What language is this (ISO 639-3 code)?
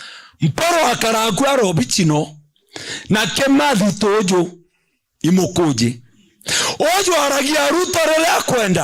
mer